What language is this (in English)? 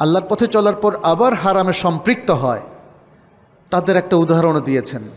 Bangla